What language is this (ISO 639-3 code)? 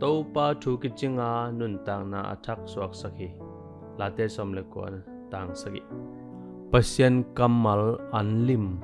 ctd